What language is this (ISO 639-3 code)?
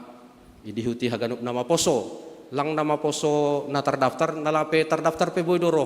bts